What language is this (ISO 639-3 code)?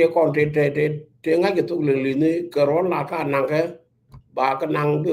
nus